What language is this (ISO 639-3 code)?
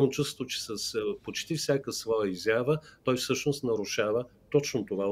bul